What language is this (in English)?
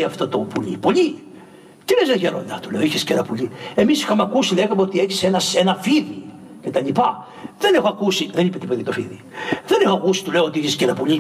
Greek